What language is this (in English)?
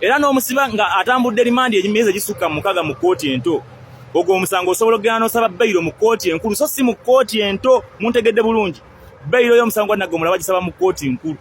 Ganda